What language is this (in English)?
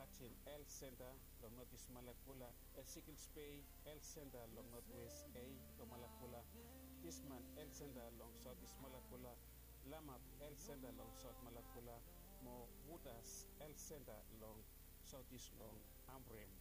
Bislama